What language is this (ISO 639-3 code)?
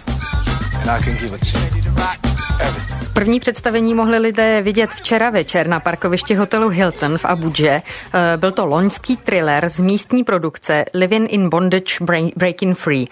ces